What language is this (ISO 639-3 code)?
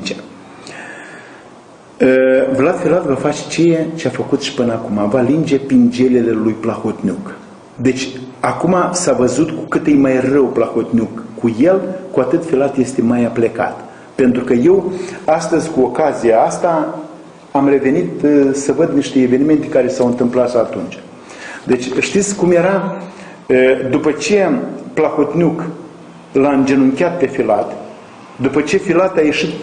ron